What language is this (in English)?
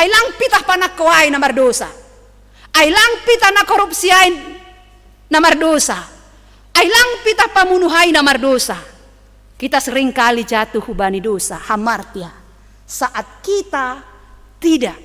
Batak Simalungun